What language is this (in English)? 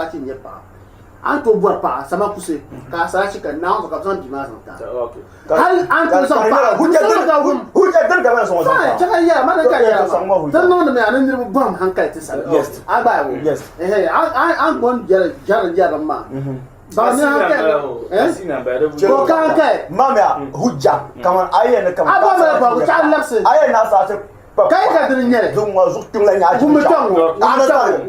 Dagbani